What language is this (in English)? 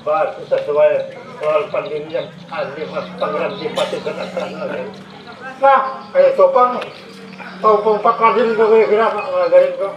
Banjar